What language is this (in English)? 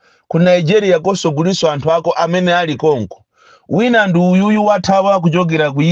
Nyanja